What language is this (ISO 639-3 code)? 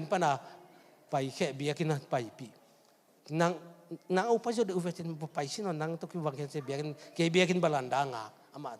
ctd